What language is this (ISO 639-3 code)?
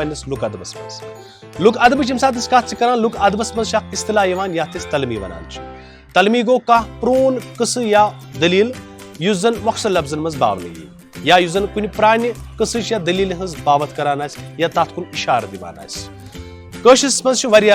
kas